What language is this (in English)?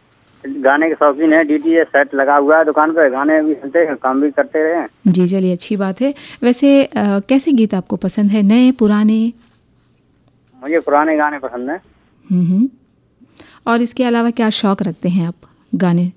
Hindi